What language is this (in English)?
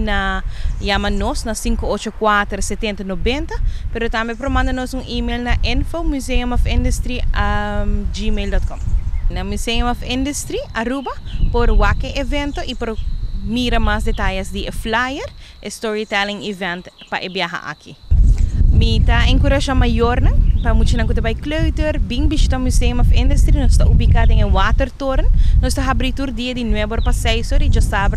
Papiamento